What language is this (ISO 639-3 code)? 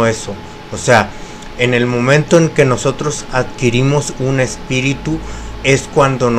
spa